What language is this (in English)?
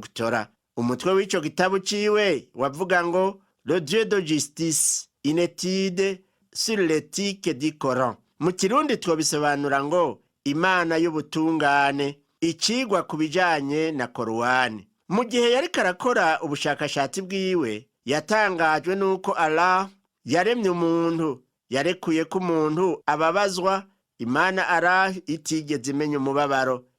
Rundi